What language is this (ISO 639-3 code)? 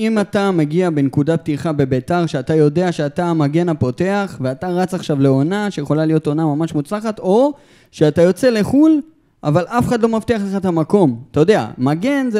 heb